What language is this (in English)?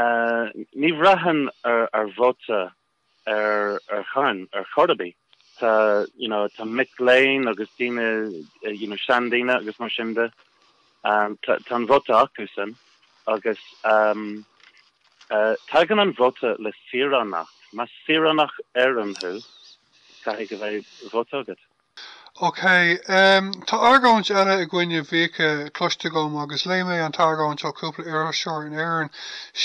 Irish